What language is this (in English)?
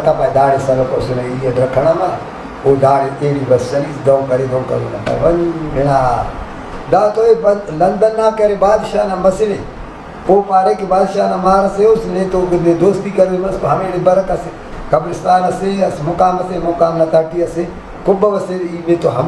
Brahui